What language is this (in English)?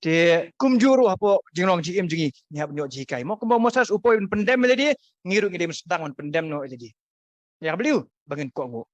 Khasi